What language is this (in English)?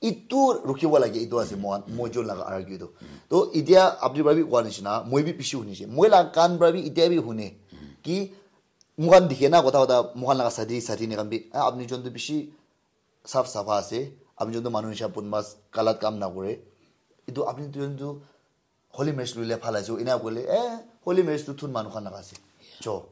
Naga Pidgin